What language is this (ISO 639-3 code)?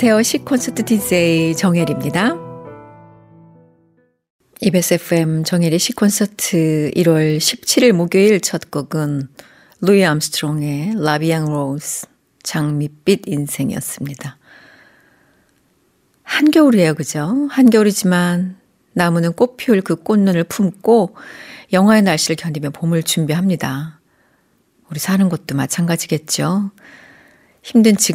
kor